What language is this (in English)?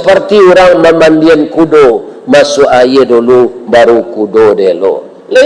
Minangkabau